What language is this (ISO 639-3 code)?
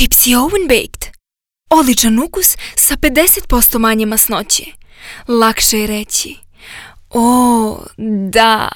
srp